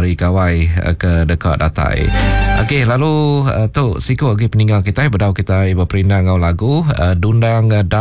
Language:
Iban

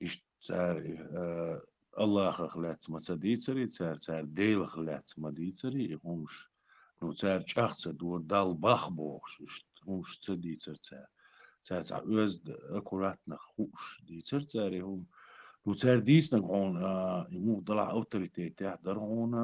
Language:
Chechen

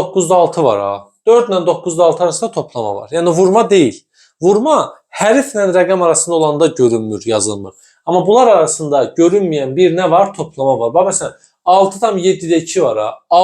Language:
Azerbaijani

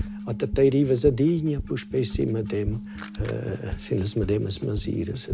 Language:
Romansh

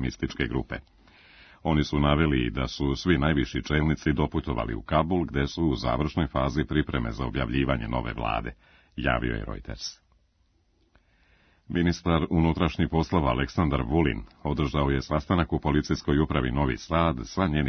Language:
Serbian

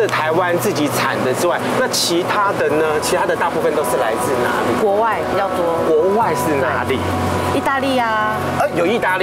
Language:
Chinese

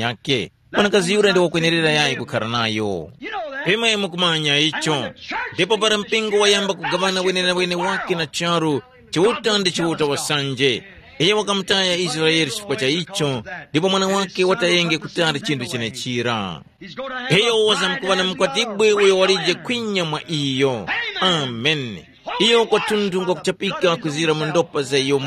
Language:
Tumbuka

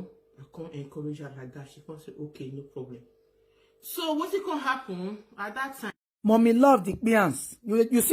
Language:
Nigerian Pidgin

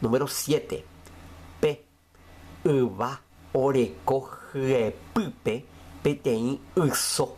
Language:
Guarani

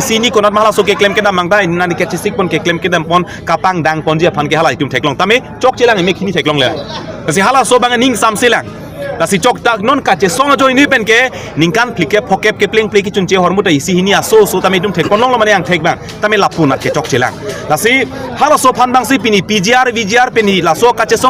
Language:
Karbi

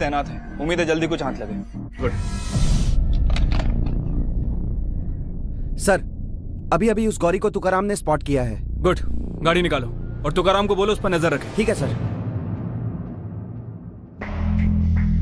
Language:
Hindi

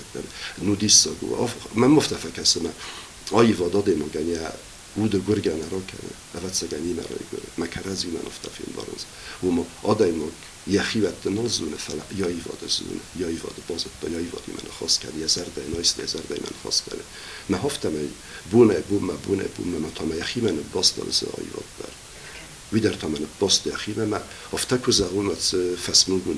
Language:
Ossetic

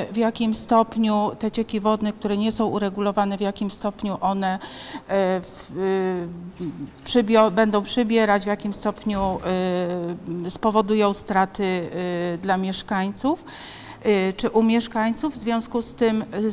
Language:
Polish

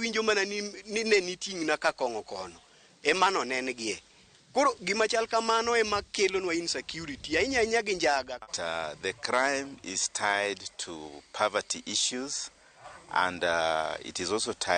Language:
Luo (Kenya and Tanzania)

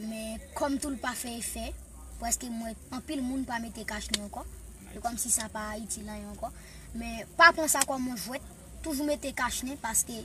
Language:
Haitian Creole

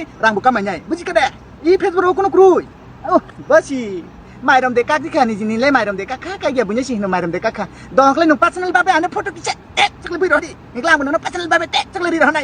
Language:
Kok Borok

